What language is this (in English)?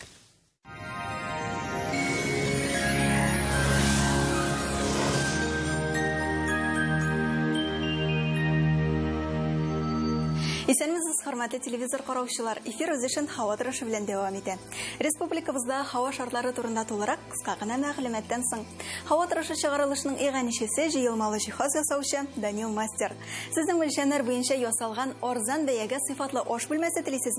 Tatar